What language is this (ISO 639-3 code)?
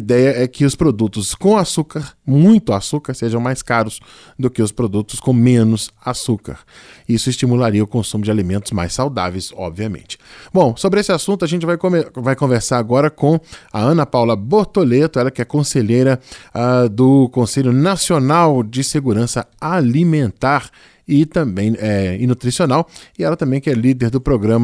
por